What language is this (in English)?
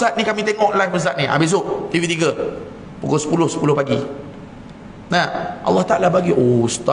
Malay